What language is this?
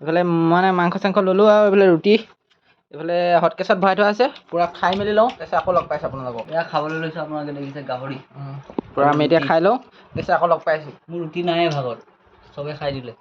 Assamese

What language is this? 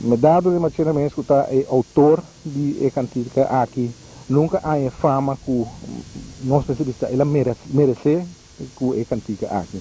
Papiamento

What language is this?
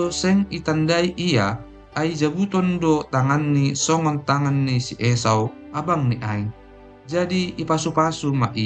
Batak Simalungun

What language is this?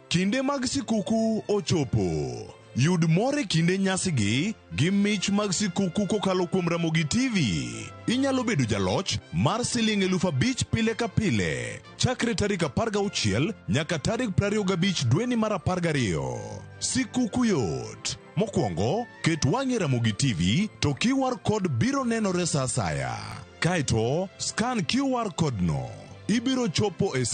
Luo (Kenya and Tanzania)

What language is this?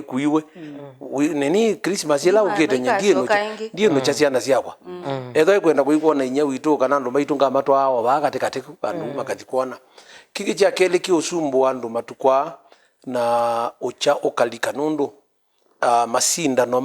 Kamba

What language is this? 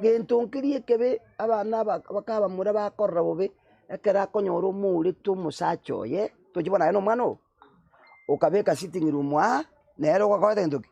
Gusii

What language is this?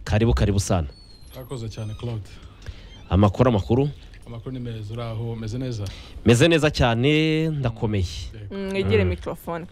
Kinyarwanda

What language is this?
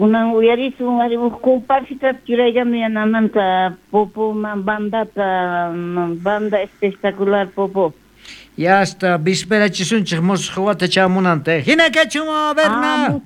South Bolivian Quechua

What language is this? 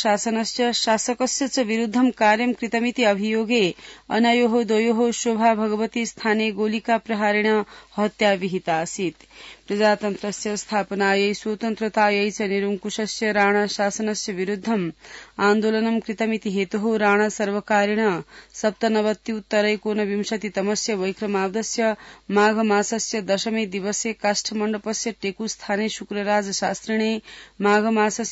Sanskrit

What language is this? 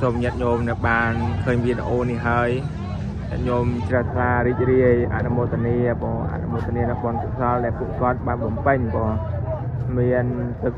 Khmer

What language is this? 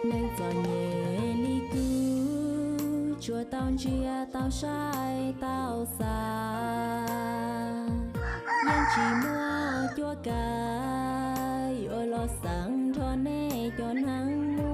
Hmong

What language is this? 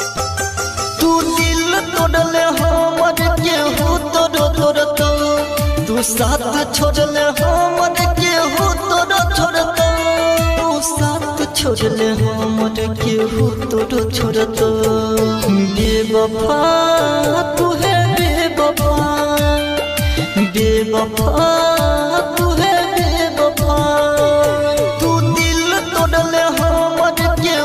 Bhojpuri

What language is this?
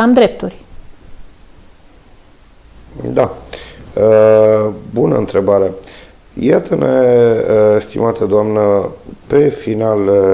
Romanian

